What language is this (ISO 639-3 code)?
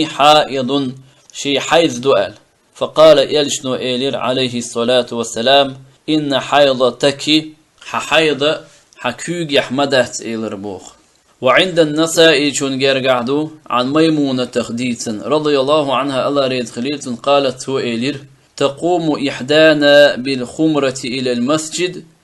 che